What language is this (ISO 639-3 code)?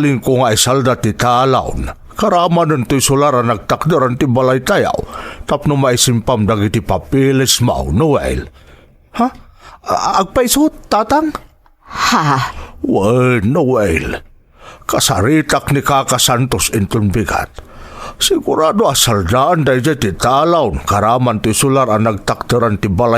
ilo